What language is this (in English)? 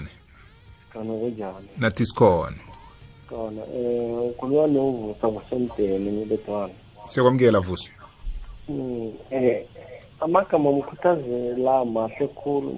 South Ndebele